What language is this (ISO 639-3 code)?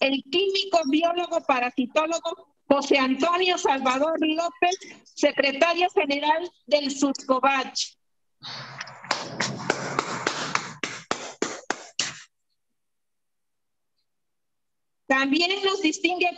spa